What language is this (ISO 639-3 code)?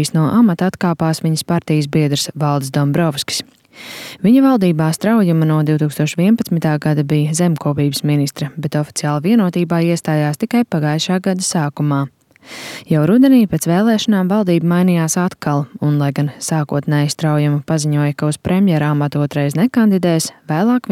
lav